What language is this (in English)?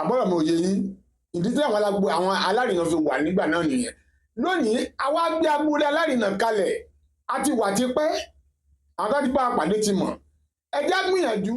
Yoruba